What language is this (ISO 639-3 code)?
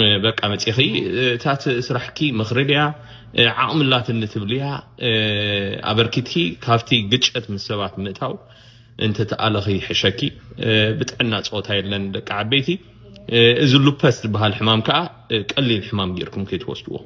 tir